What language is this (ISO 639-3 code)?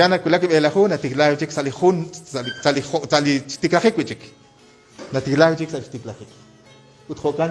kek